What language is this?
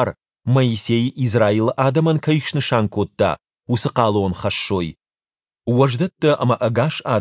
Ossetic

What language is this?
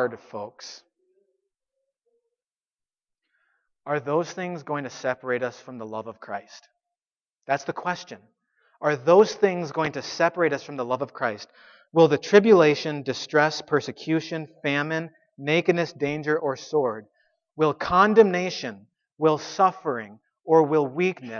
English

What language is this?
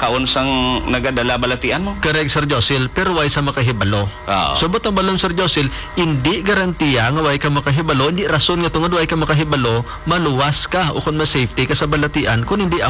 Hiligaynon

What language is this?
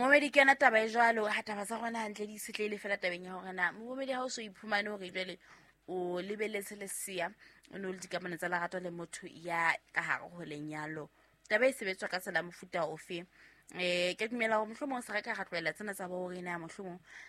Southern Sotho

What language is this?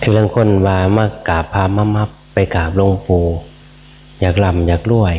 Northeastern Thai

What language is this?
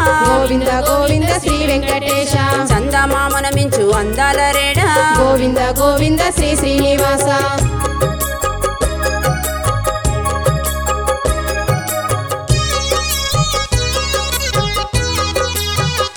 Telugu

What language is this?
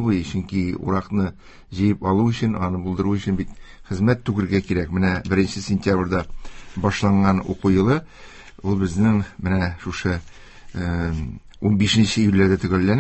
Tatar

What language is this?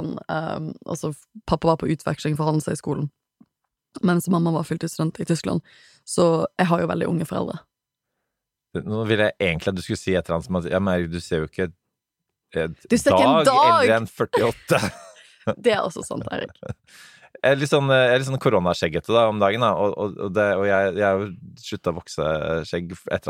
Norwegian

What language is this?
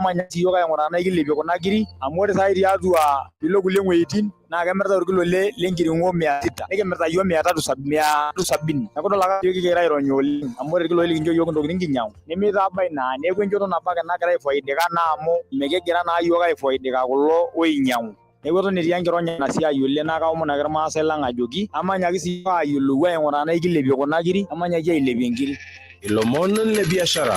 Masai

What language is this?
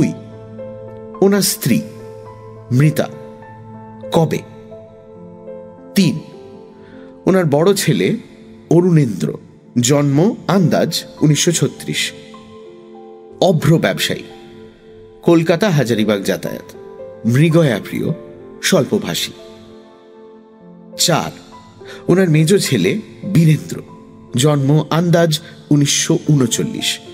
Bangla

